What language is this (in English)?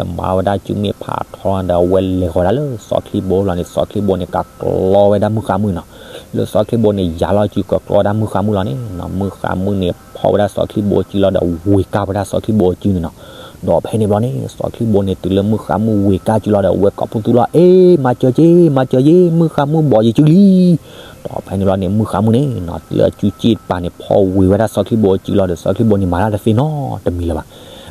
S'gaw Karen